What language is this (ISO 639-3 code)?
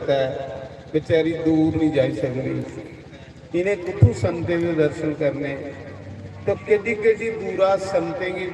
doi